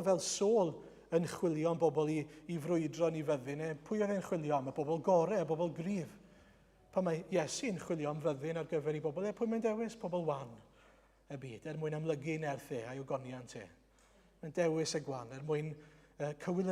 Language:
Welsh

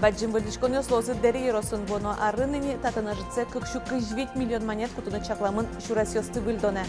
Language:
Udmurt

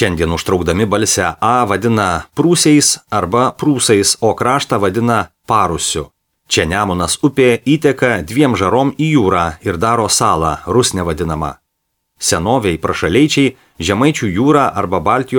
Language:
Lithuanian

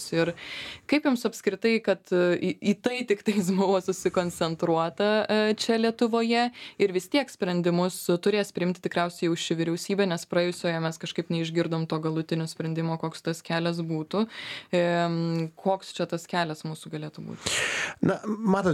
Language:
Lithuanian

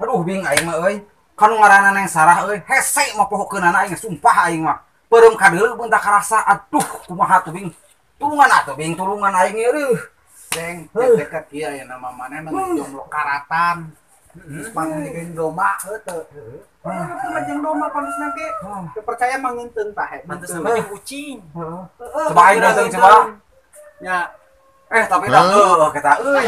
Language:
Sundanese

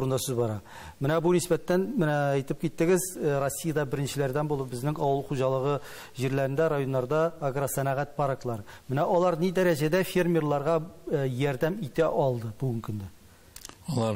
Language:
Tatar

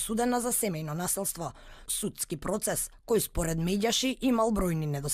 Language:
Macedonian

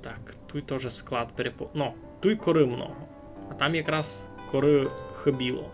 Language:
Rusyn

